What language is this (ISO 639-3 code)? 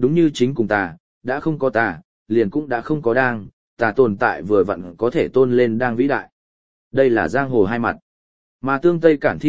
vie